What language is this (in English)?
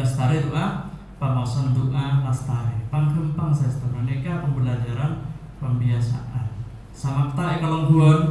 Madurese